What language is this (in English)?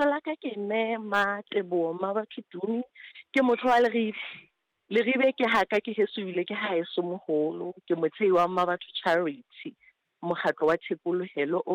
Southern Sotho